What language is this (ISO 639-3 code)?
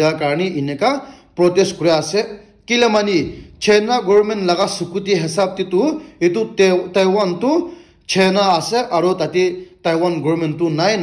nag